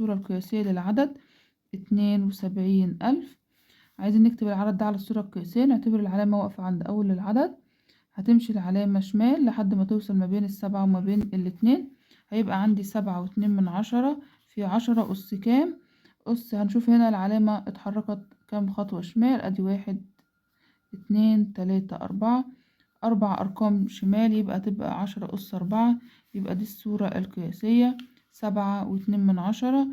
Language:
Egyptian Arabic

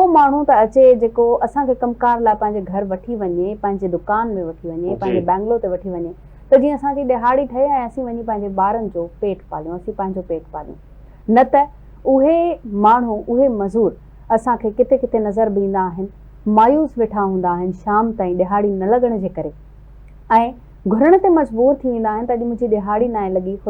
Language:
Sindhi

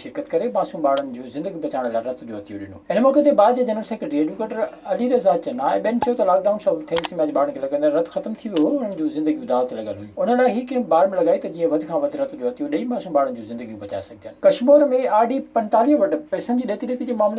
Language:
Sindhi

